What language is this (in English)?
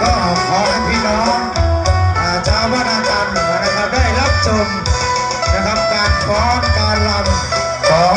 Northeastern Thai